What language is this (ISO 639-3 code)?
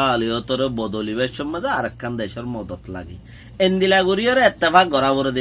rhg